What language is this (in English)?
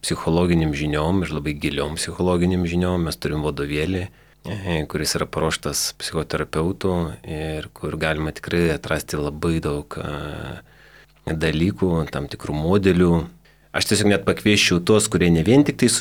Lithuanian